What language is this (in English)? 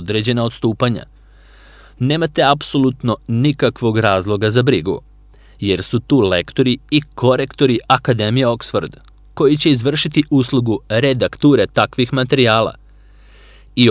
Serbian